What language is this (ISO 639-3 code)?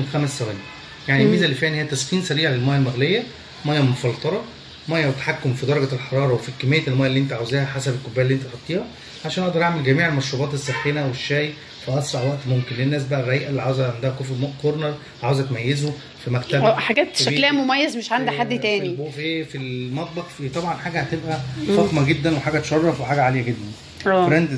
arz